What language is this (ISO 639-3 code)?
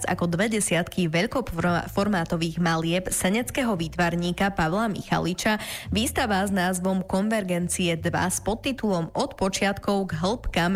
slk